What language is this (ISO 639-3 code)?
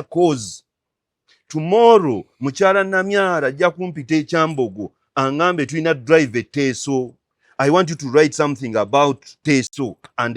lug